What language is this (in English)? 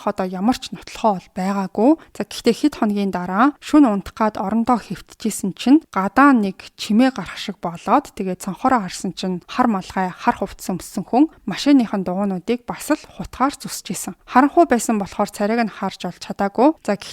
Mongolian